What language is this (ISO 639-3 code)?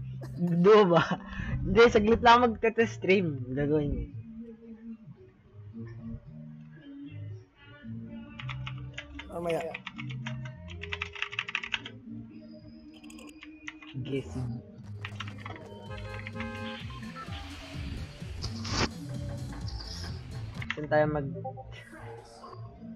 fil